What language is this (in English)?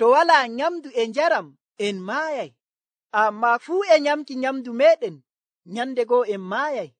Nigerian Fulfulde